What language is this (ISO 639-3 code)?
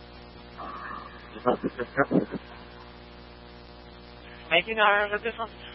fra